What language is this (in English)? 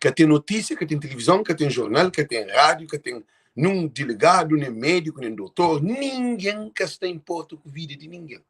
Kabuverdianu